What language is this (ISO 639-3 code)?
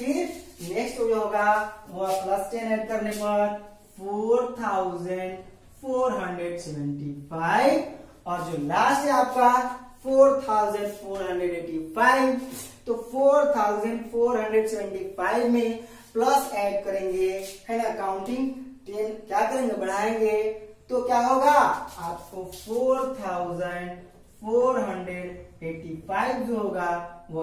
hin